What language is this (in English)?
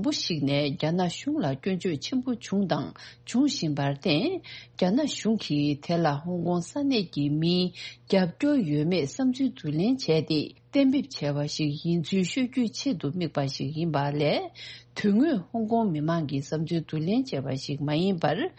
Tibetan